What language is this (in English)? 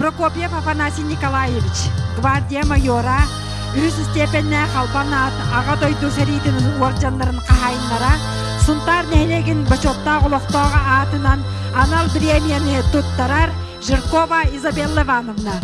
Yakut